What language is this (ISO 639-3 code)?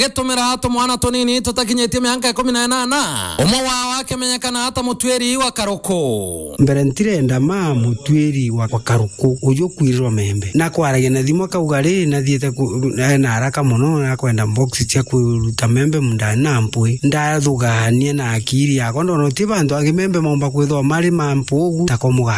mer